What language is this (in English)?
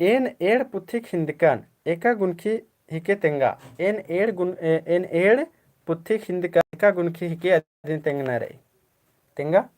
Kurukh